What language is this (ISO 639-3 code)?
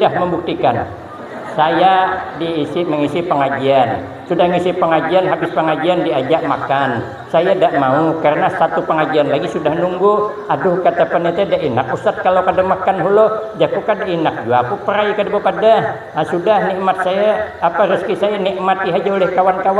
bjn